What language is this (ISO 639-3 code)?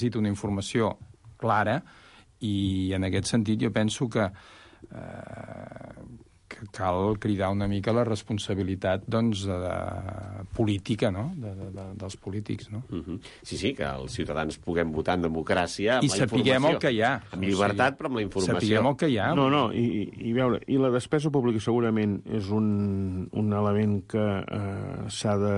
cat